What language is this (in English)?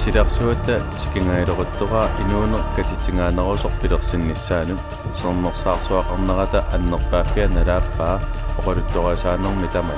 Kalaallisut